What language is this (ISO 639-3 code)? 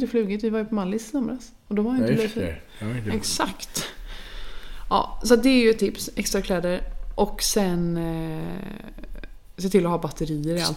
swe